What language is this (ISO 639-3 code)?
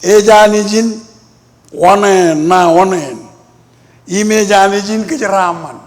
mah